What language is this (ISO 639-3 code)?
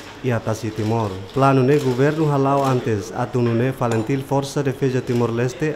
tet